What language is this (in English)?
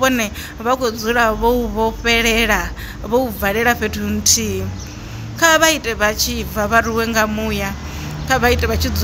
Venda